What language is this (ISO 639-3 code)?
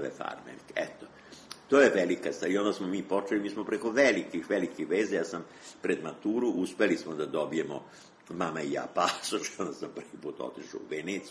srp